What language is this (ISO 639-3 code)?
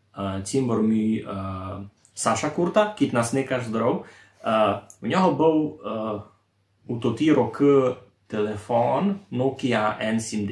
rue